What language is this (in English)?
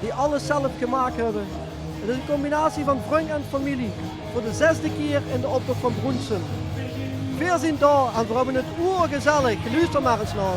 Limburgish